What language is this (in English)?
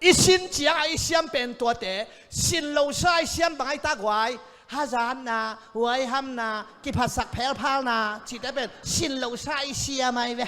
Tedim Chin